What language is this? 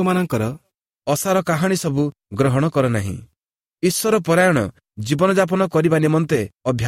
Odia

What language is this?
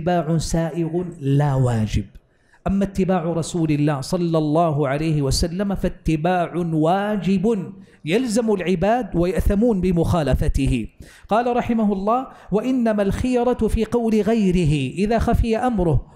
Arabic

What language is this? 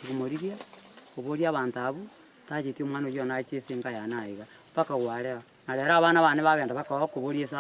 Gusii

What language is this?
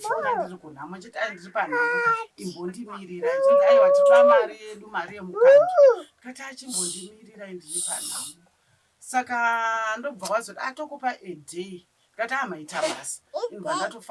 Shona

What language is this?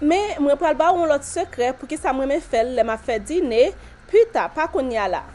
Haitian Creole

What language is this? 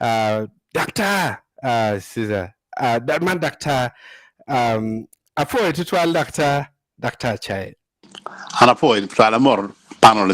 Acoli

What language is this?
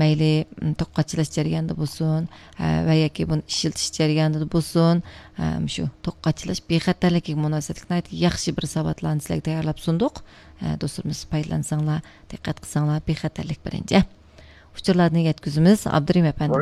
Uyghur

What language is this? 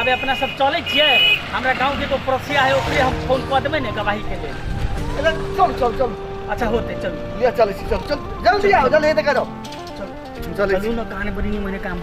Maithili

